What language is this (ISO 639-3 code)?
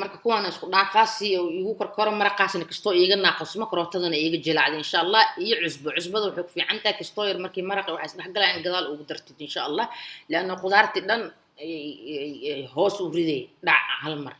som